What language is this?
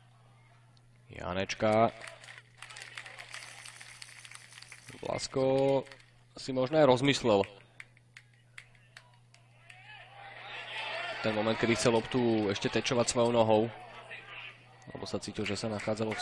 Slovak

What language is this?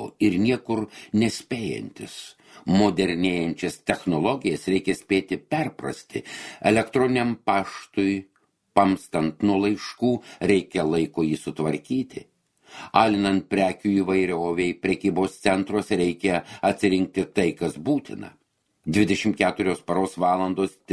Lithuanian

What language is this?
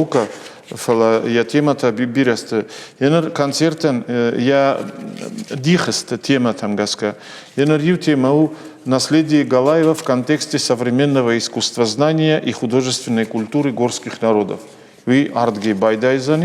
Ossetic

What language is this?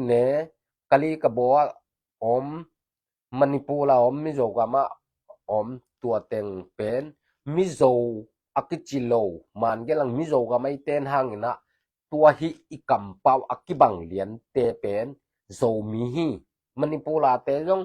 Tedim Chin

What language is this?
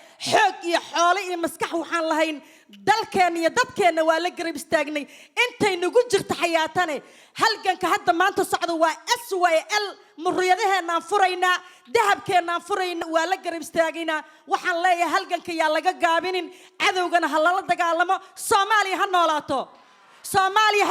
Somali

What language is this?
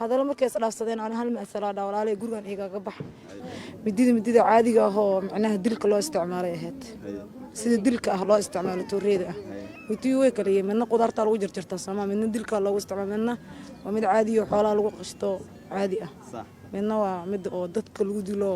Somali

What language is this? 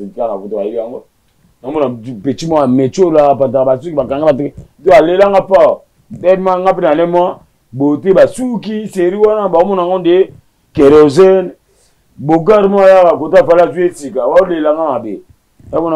Lingala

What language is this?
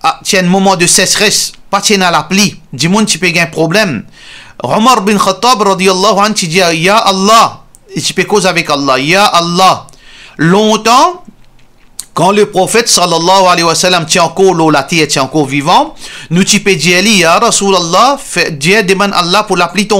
Morisyen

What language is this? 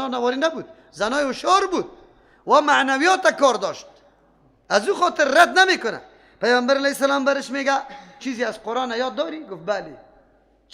Persian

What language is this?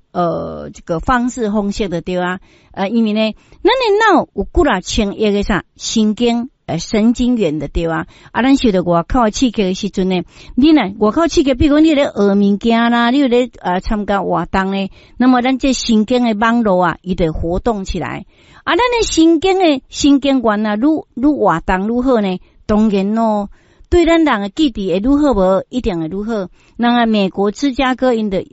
Min Nan Chinese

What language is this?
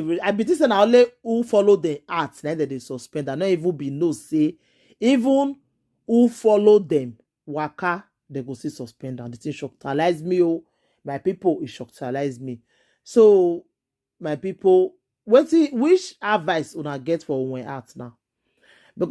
Nigerian Pidgin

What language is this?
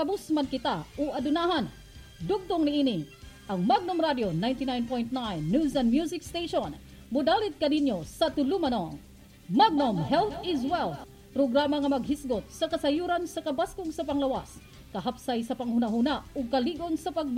Cebuano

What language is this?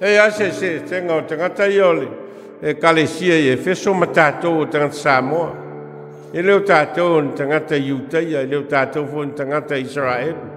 Samoan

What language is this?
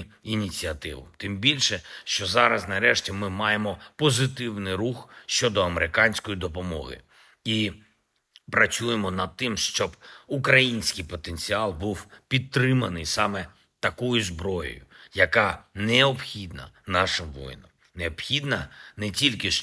Ukrainian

